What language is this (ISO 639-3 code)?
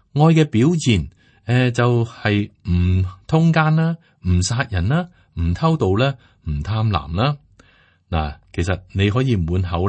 yue